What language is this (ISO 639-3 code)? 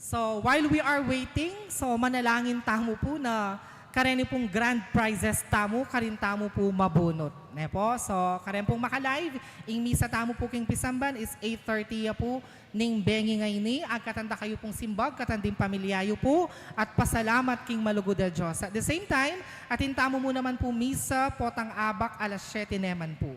pam